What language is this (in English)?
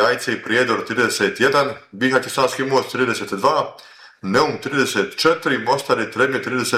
Bosnian